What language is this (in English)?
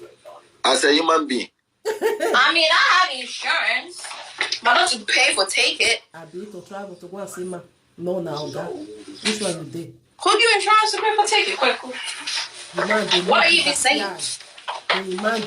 Nigerian Pidgin